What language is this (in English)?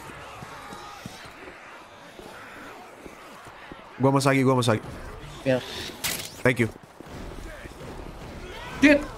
Indonesian